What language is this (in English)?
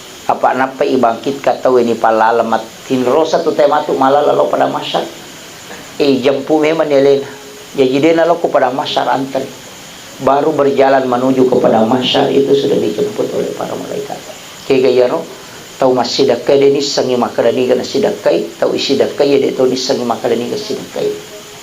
Buginese